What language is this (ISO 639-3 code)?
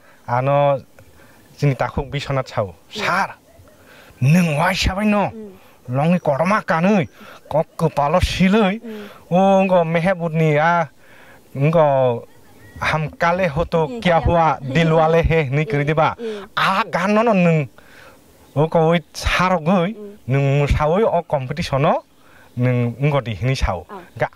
trp